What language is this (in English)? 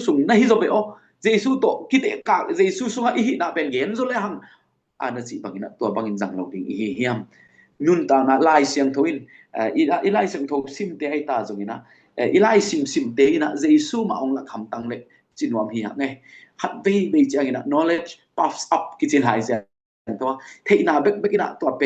Tedim Chin